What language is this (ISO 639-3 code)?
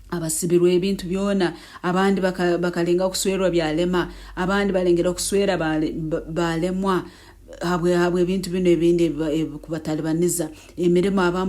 nyn